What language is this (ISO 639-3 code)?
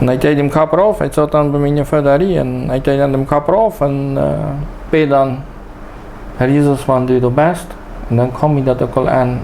pdt